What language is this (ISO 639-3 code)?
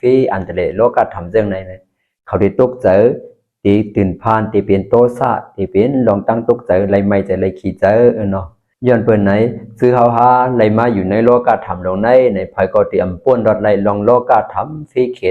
shn